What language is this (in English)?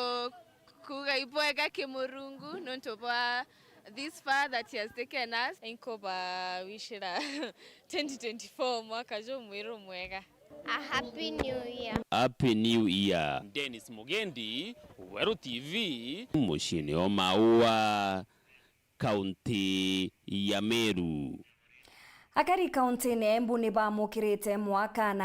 Meru